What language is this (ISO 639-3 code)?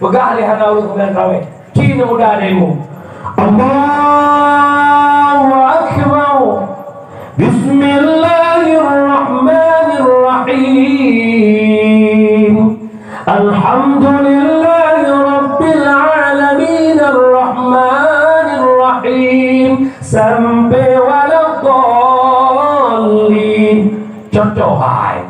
ace